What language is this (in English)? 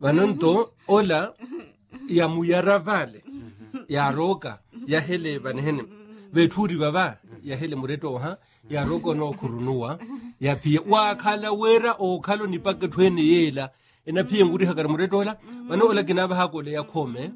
Makhuwa